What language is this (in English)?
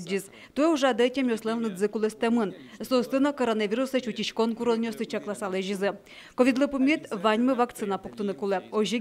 Udmurt